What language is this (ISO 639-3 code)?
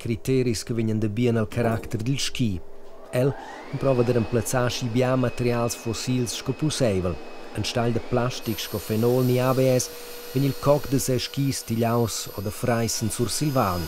roh